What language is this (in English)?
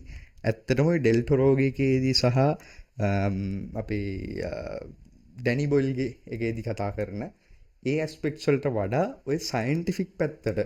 Sinhala